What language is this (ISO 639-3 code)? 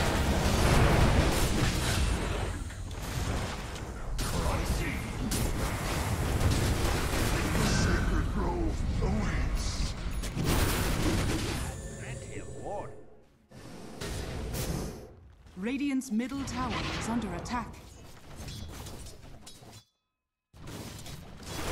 eng